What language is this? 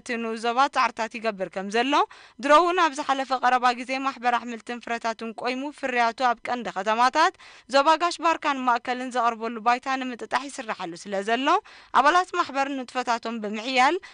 Tigrinya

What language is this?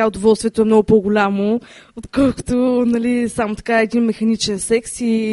Bulgarian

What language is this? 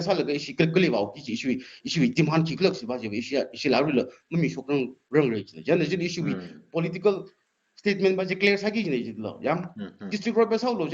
Tangkhul Naga (India)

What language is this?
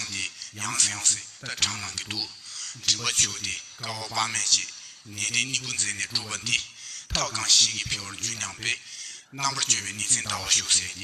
Tibetan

